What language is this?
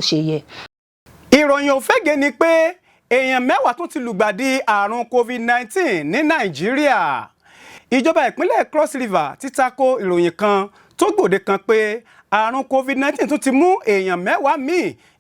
Yoruba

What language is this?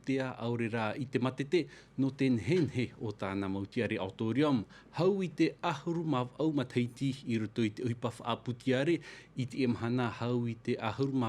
Tahitian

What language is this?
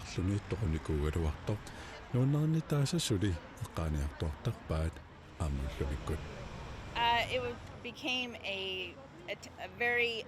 Kalaallisut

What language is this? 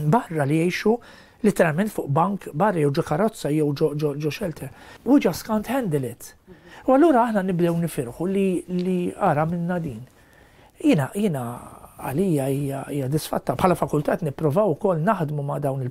Maltese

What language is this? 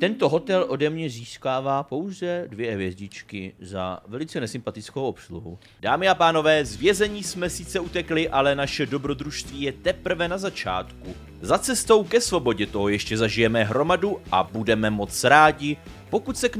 Czech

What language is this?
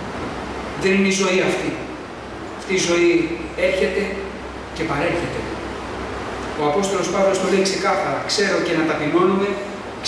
Greek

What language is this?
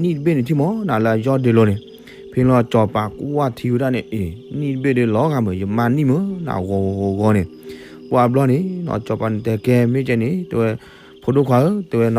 S'gaw Karen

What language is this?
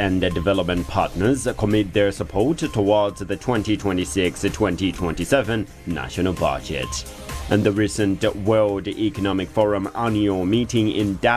English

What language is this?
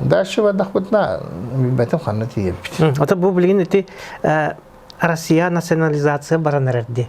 Yakut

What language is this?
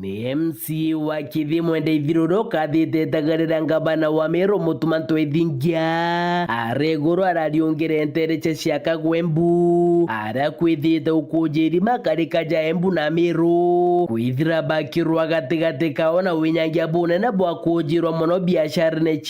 Meru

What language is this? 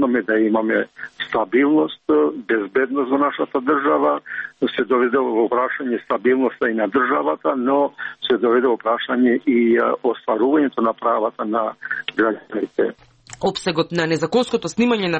Macedonian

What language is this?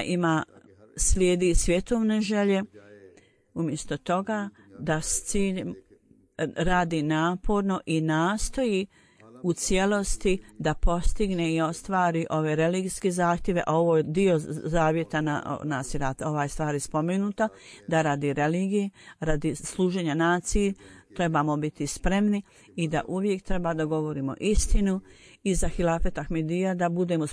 Bosnian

